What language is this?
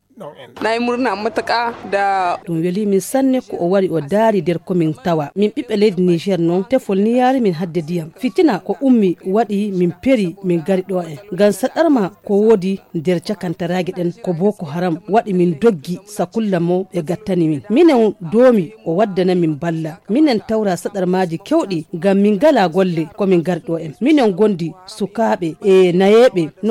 Fula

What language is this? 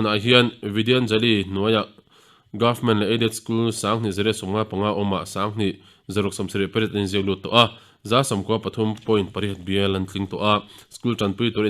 Mizo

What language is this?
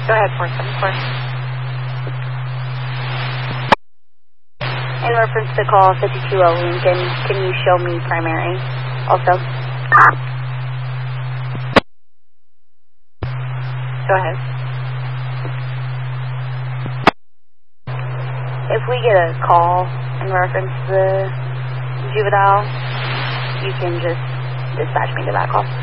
English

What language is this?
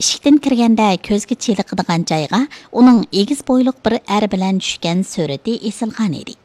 Uyghur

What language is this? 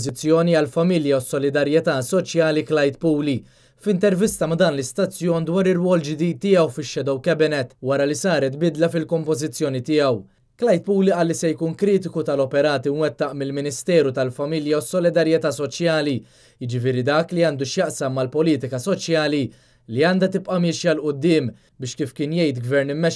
Maltese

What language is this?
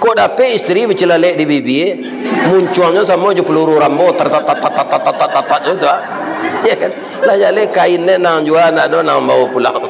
Minangkabau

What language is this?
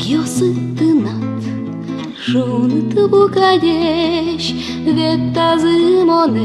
Udmurt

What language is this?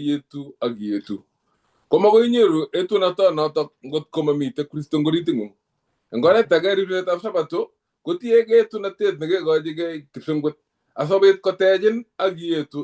Kalenjin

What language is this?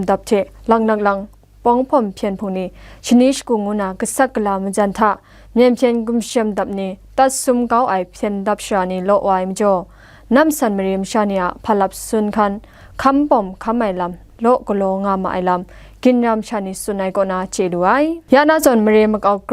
Kachin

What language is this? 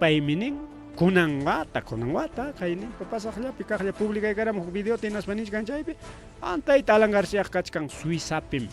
Ayacucho Quechua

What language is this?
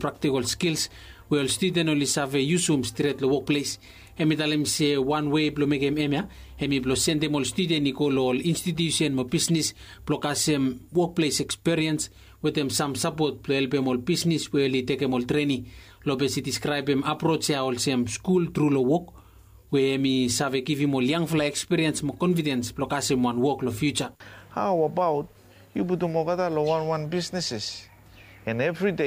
Bislama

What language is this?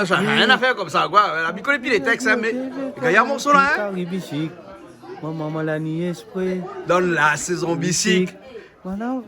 Réunion Creole French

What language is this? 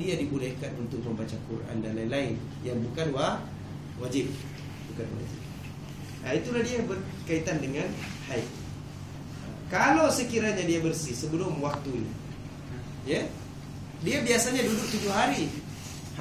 Malay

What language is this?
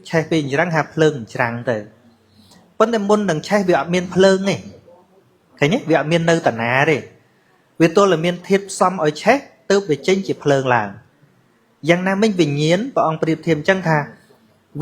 Khmer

